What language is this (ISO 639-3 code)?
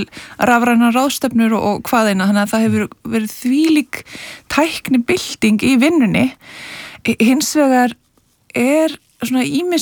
isl